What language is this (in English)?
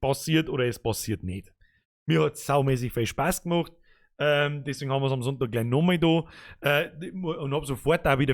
Bavarian